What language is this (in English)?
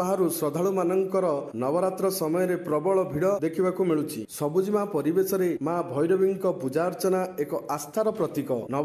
Odia